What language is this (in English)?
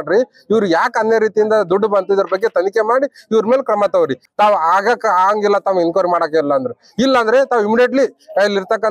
Kannada